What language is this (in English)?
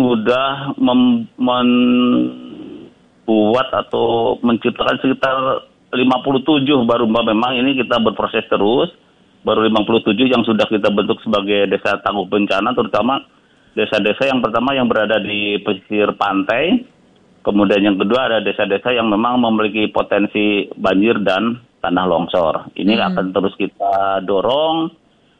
Indonesian